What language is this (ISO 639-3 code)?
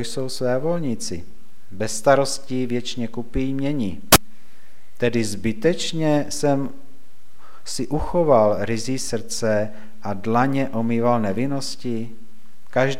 ces